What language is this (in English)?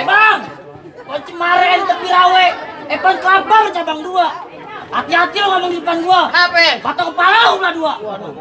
Betawi